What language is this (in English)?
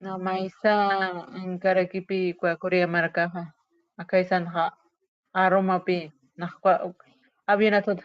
Aymara